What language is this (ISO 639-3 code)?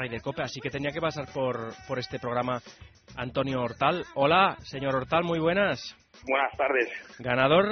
spa